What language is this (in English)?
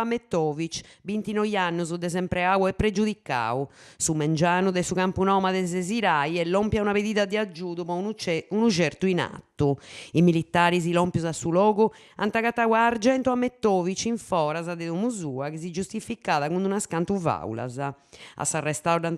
Sardinian